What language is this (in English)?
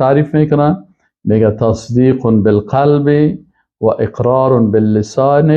Persian